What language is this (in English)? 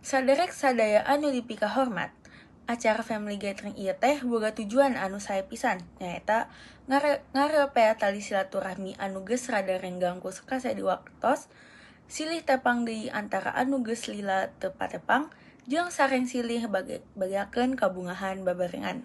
Sundanese